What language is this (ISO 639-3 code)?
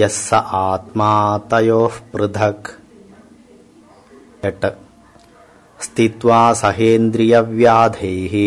san